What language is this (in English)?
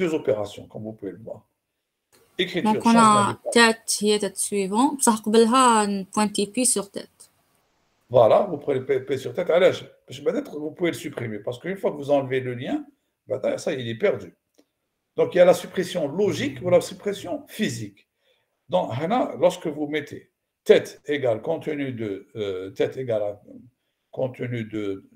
French